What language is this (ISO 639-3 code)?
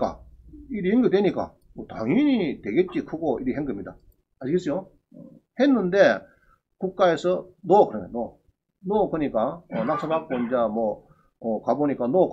kor